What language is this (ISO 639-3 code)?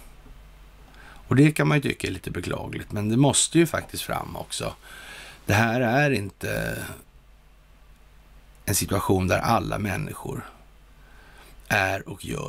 swe